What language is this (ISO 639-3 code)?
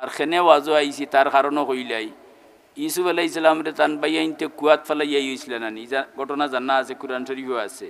syl